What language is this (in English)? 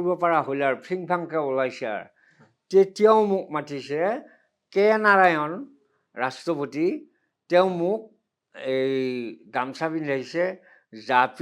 Assamese